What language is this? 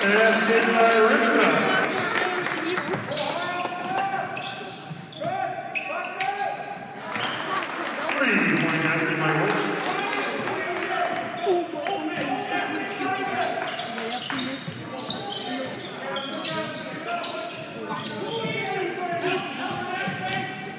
English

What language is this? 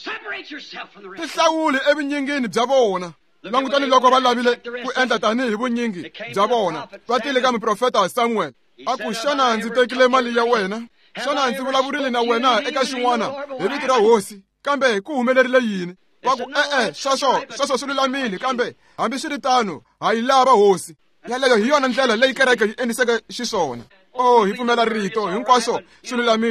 Tsonga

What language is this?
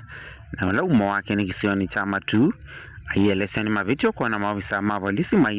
Kamba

